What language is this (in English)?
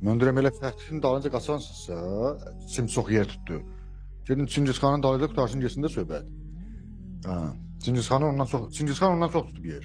Azerbaijani